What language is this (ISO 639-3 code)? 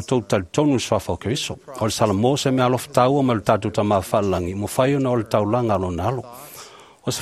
smo